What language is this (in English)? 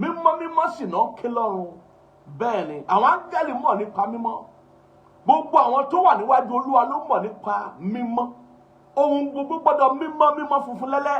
Yoruba